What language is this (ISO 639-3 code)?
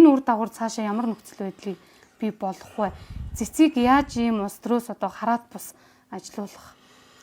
mon